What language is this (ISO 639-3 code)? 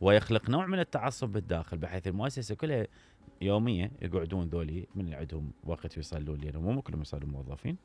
acm